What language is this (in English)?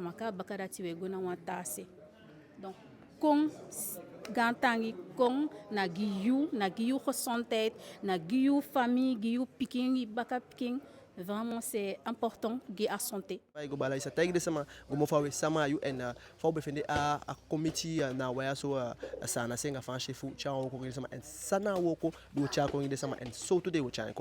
Eastern Maroon Creole